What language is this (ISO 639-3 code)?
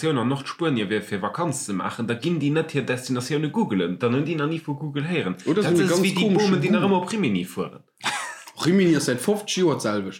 ltz